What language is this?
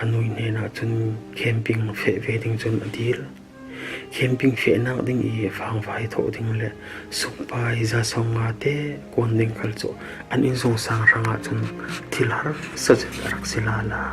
Falam Chin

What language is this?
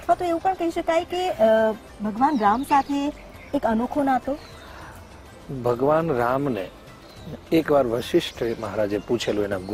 Gujarati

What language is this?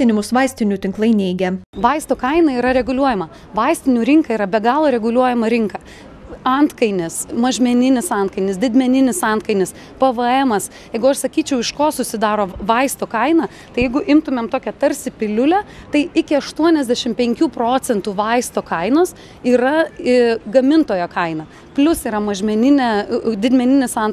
Lithuanian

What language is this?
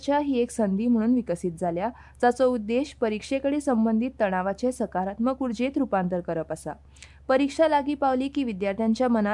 Konkani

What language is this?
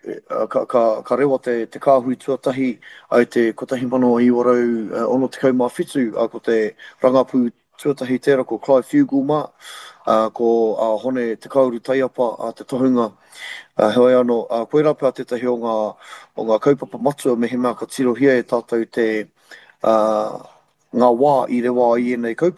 Māori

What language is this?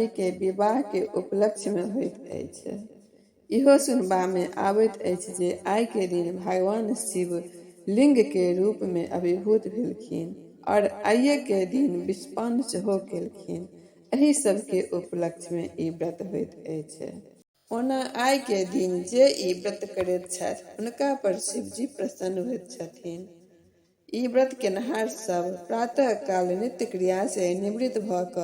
Maithili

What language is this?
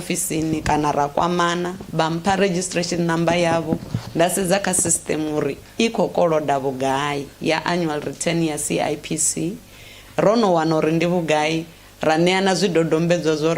Venda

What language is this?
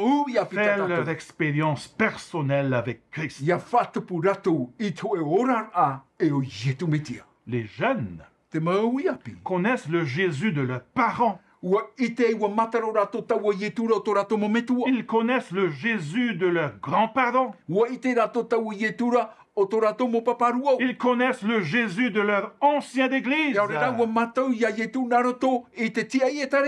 Tahitian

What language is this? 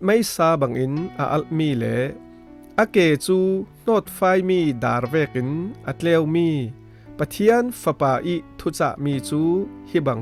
Falam Chin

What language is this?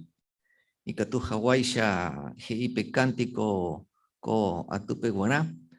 Guarani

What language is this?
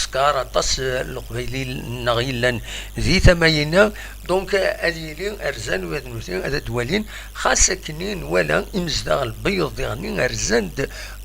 Kabyle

